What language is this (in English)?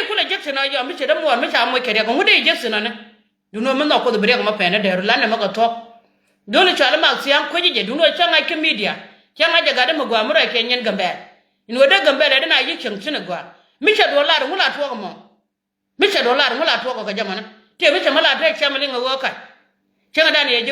Nuer